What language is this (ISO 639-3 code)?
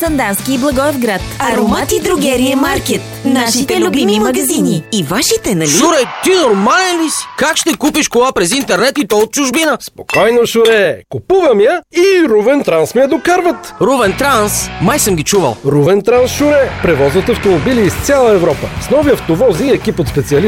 bul